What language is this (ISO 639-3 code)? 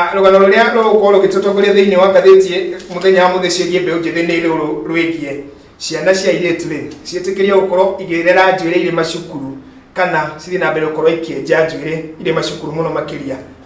kik